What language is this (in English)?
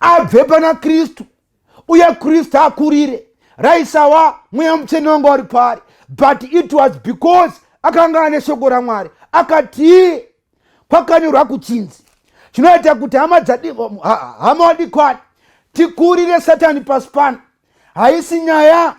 Shona